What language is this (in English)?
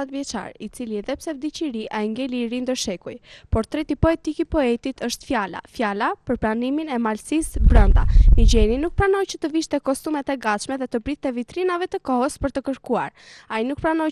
Albanian